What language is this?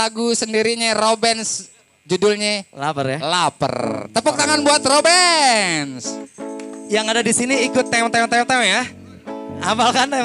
Betawi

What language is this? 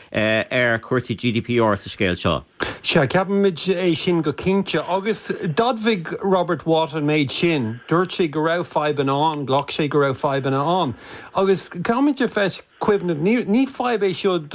Irish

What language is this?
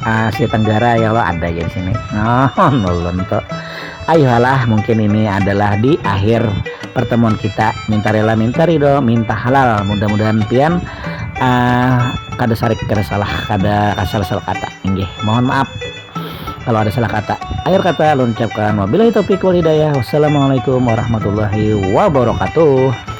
Banjar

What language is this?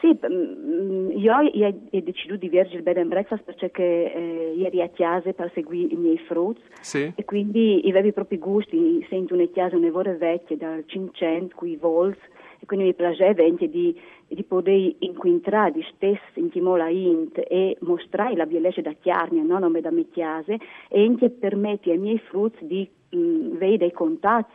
Friulian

